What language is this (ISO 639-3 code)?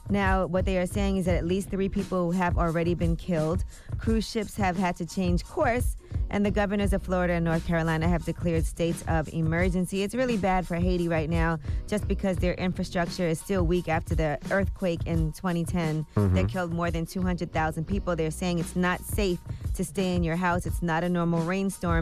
eng